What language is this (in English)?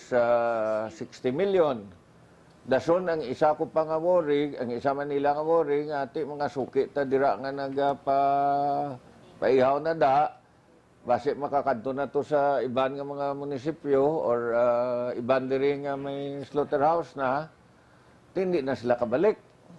Hiligaynon